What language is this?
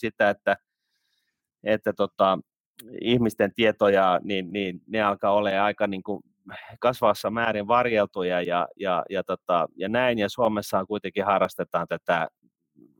Finnish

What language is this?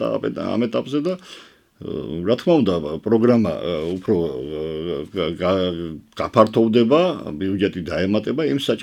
Georgian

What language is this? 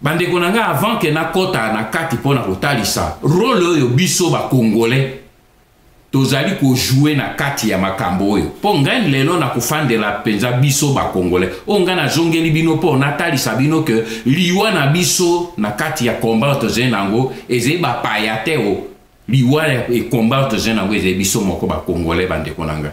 Lingala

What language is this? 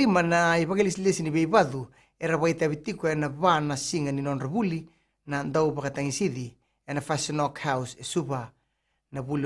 Fijian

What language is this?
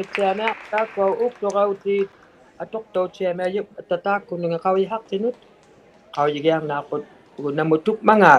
Inuktitut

